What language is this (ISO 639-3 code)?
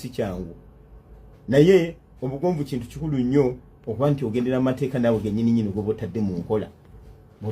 lug